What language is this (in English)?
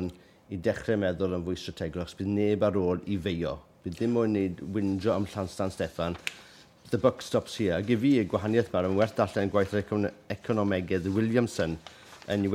Welsh